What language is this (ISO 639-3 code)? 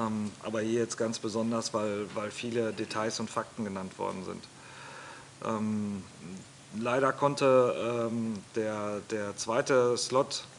deu